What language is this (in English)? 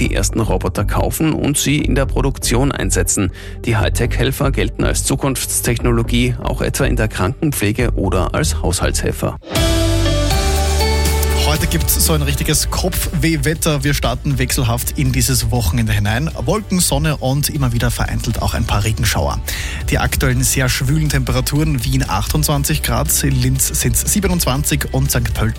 German